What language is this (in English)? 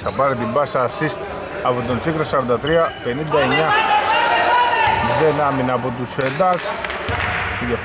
Greek